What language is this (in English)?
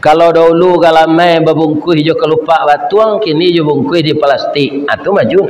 Minangkabau